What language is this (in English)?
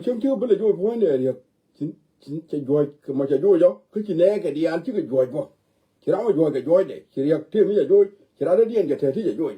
Nuer